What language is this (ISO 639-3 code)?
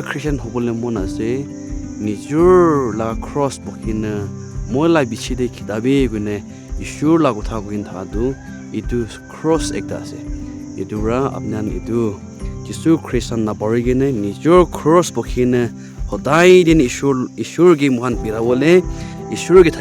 nag